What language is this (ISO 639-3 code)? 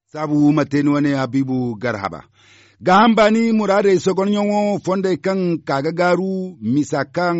dje